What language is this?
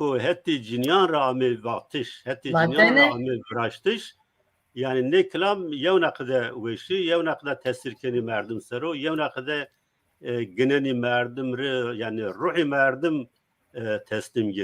Zaza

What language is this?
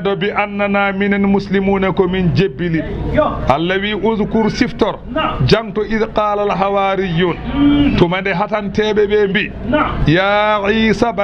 Fula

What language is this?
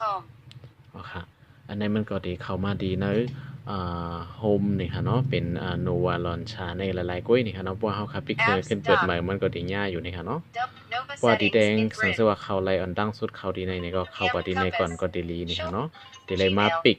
Shan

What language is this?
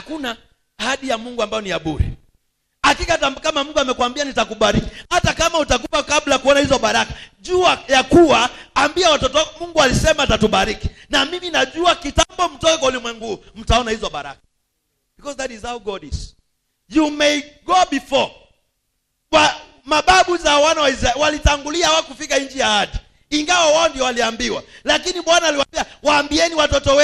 Swahili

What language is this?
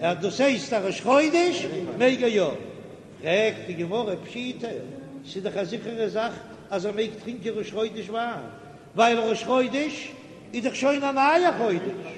Yiddish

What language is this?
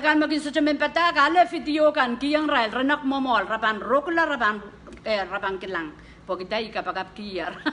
Pohnpeian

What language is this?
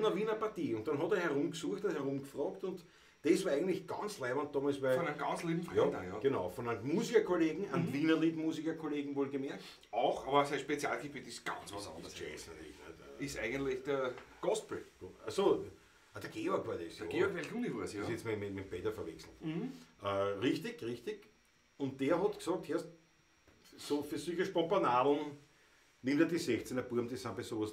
Bavarian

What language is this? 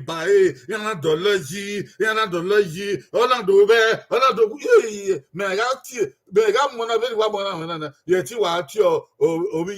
Bini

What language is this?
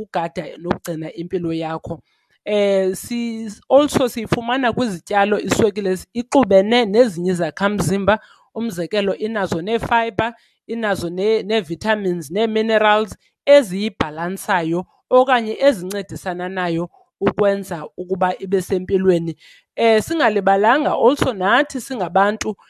Xhosa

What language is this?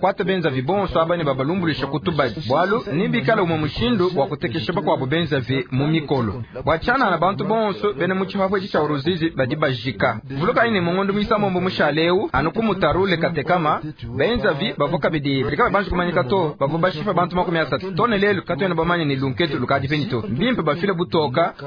Luba-Lulua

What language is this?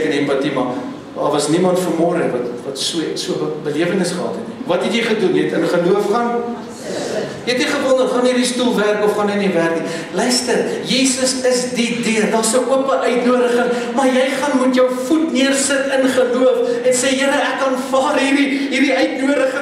Afrikaans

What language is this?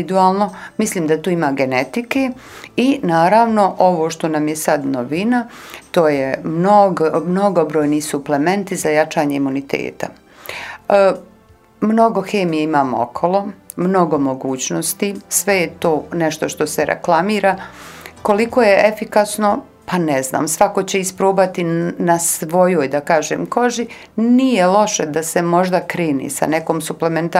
Serbian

